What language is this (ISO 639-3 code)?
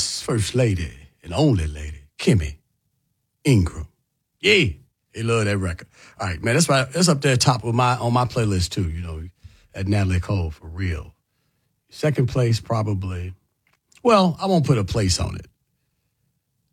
eng